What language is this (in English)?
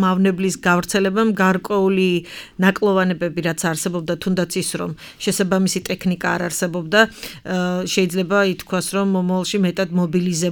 Georgian